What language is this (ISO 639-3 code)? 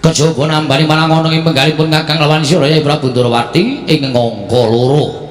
jav